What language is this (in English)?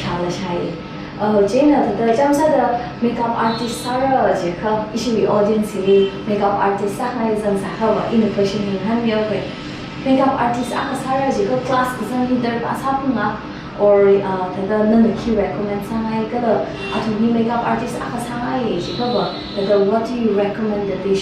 Tangkhul Naga (India)